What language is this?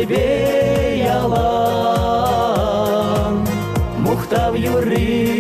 Chuvash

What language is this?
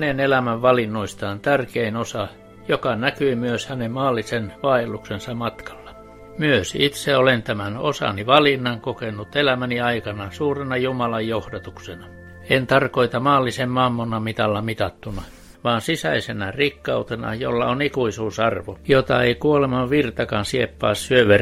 Finnish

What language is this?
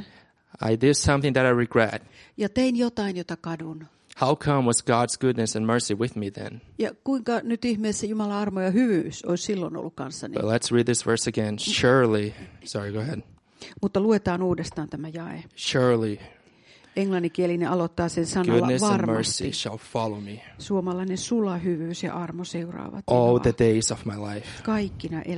Finnish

